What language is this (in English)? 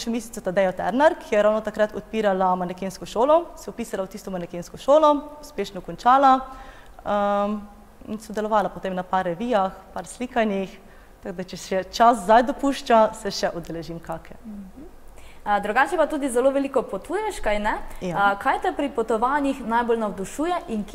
Slovenian